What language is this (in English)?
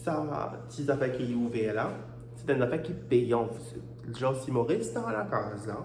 Morisyen